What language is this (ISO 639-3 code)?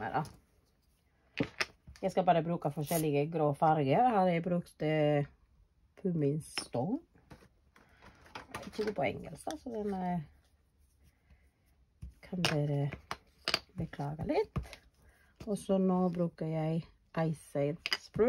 nor